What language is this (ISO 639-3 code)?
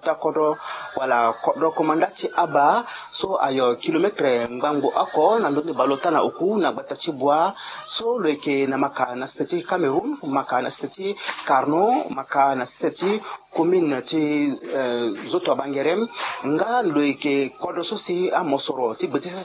sag